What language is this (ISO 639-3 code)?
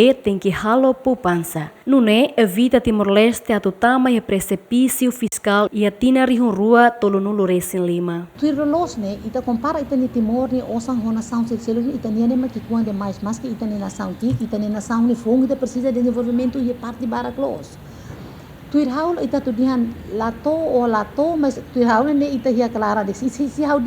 tet